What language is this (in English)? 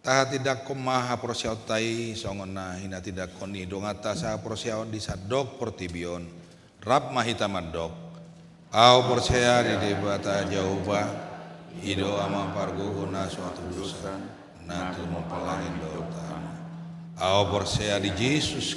Batak Toba